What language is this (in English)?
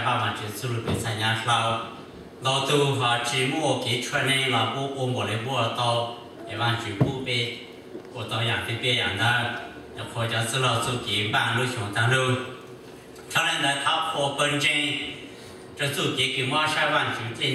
Hmong